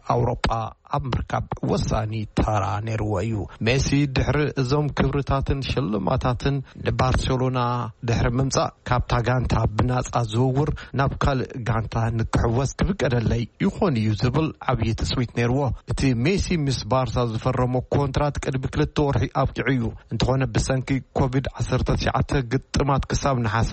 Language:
Tigrinya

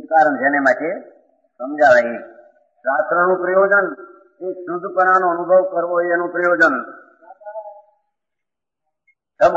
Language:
Gujarati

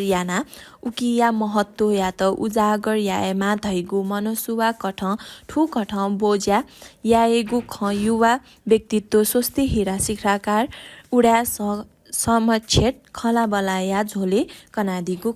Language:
Newari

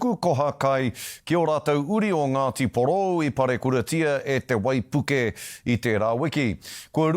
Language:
Māori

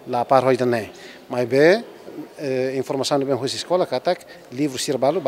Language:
Tetum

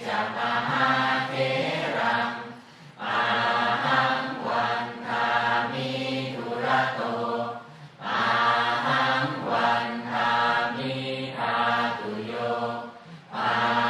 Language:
Pali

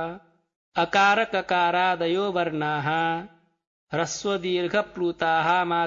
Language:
Sanskrit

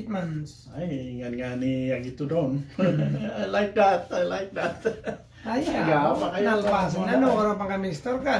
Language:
Iloko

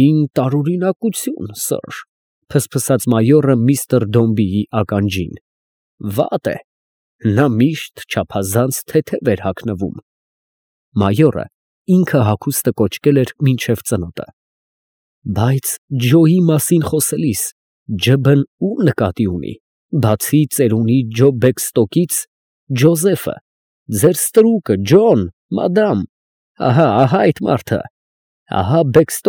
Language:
Armenian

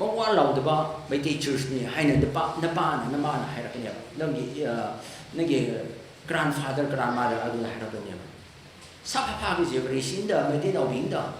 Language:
Tangkhul Naga (India)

